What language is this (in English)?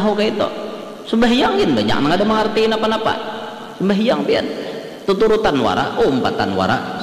Banjar